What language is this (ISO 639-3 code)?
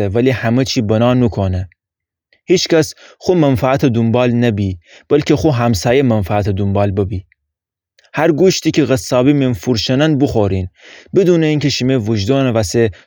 glk